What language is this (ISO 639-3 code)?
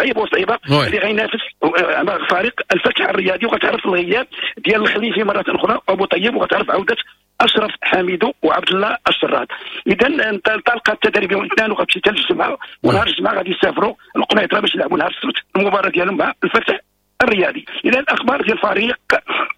ary